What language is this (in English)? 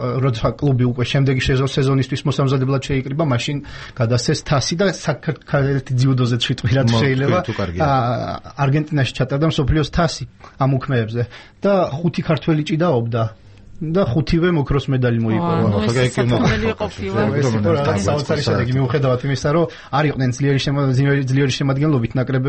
Georgian